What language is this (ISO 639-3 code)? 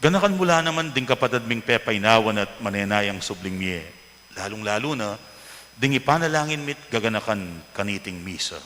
pam